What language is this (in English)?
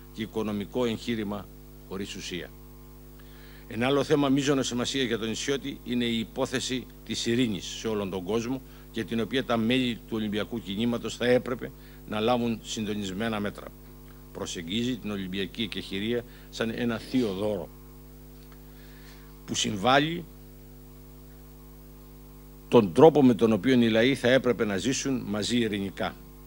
Greek